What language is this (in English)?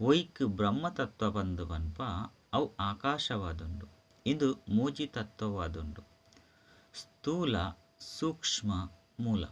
Tulu